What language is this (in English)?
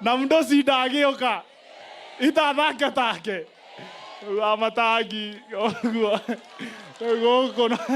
Kikuyu